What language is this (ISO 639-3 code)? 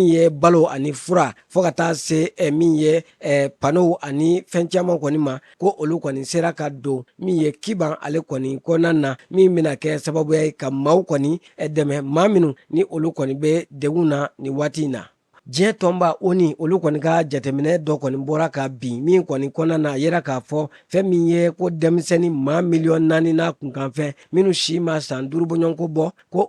bam